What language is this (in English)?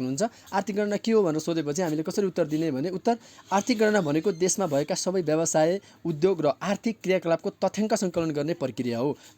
Nepali